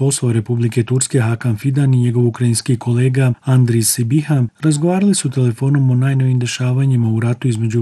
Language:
Bosnian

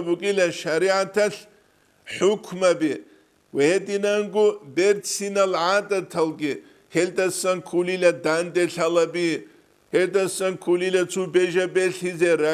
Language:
Avaric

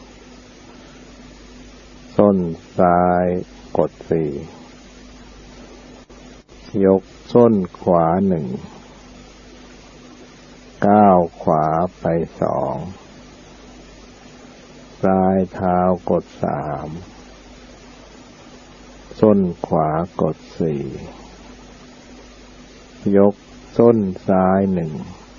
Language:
Thai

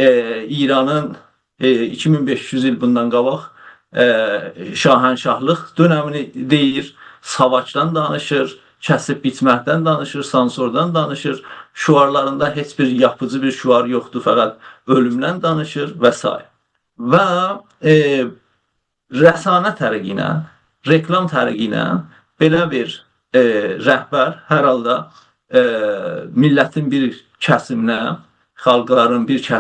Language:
South Azerbaijani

